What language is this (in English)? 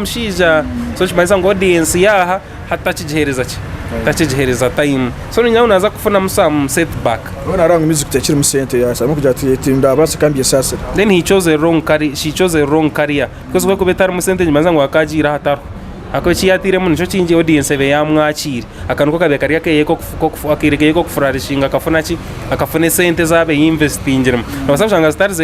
Nyankole